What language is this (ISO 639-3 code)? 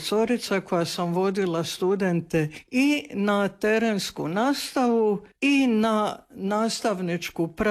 hrv